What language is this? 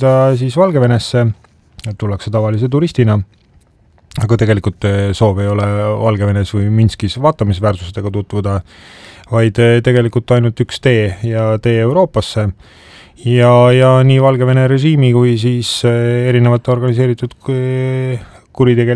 Estonian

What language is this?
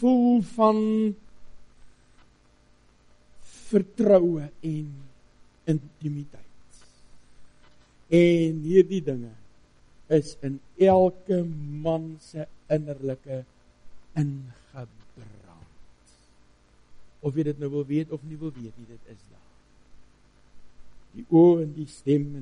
Afrikaans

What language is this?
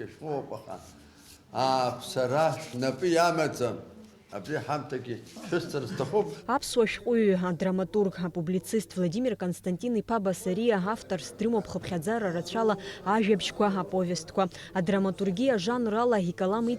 Abkhazian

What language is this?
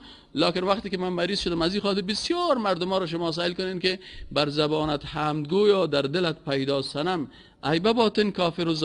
Persian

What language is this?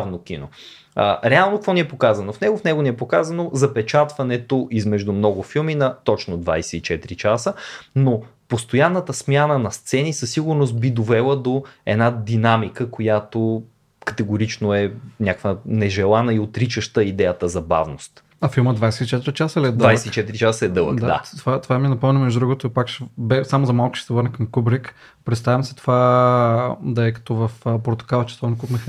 Bulgarian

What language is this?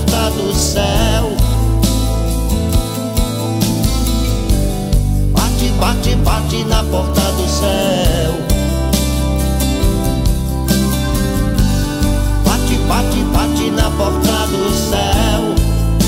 Portuguese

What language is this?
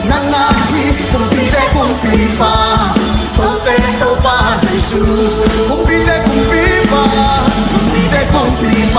Tedim Chin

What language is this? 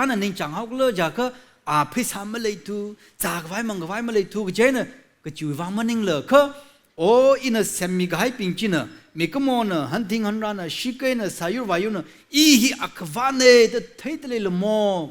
Tangkhul Naga (India)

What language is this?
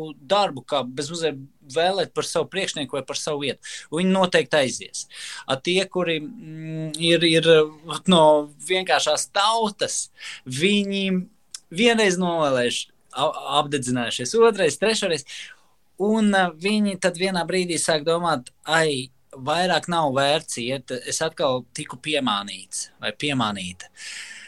Latvian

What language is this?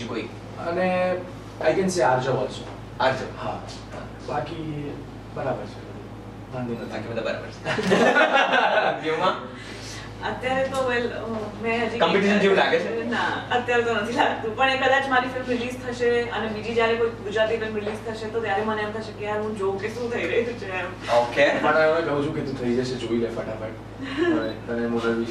Gujarati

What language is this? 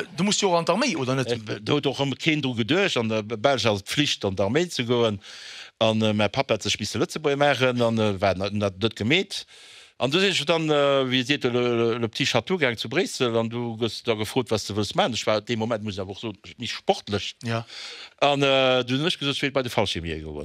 Luxembourgish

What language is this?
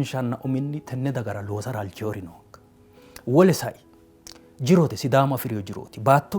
Sidamo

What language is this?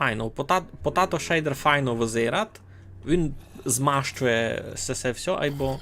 Rusyn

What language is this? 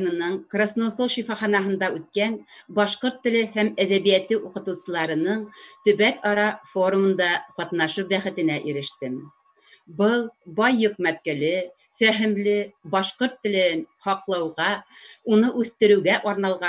Bashkir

